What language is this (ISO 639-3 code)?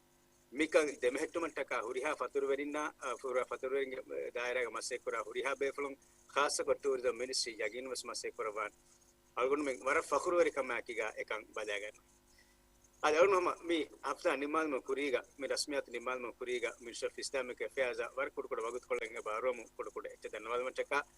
div